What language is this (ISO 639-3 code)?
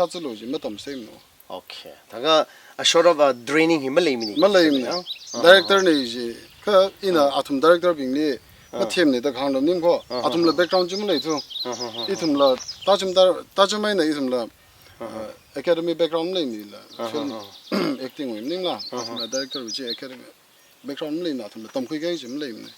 nmf